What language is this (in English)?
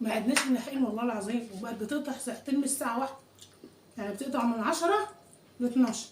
Egyptian Arabic